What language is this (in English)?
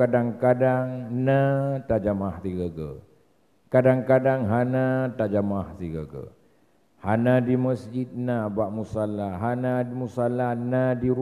Achinese